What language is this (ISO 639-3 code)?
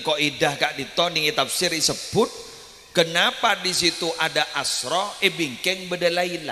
mad